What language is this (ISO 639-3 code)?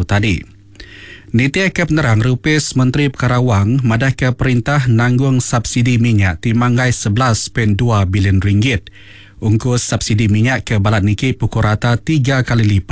iba